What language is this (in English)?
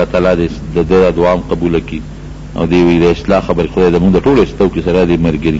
Pashto